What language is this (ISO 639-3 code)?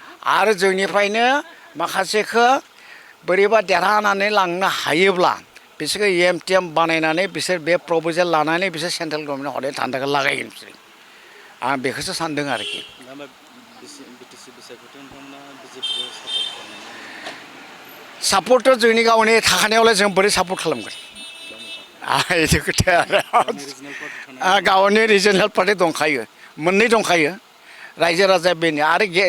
brx